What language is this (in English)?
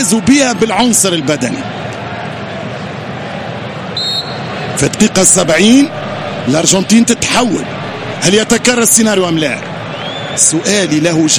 Arabic